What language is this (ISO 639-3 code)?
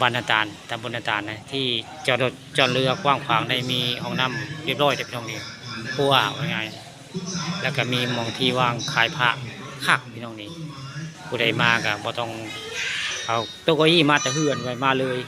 tts